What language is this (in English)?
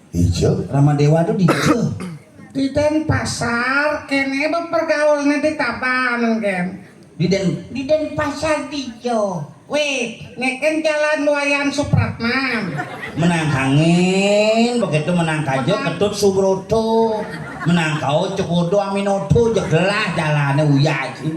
Balinese